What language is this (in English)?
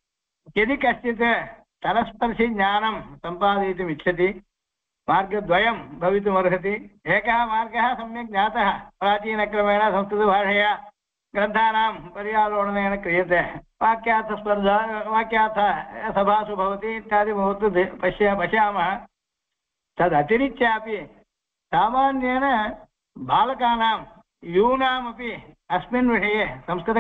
Sanskrit